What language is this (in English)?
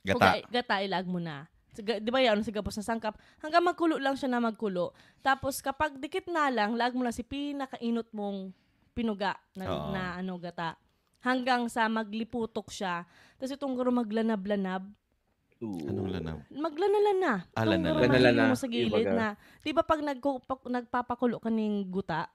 Bikol